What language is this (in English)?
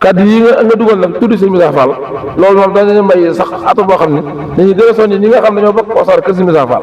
Wolof